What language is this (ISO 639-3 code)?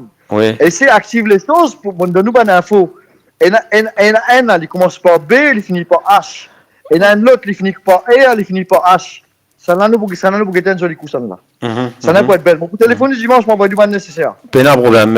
mfe